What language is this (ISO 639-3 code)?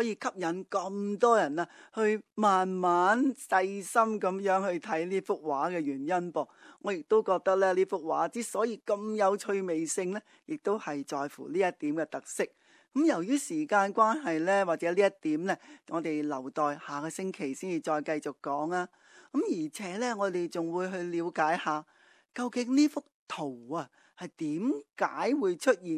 yue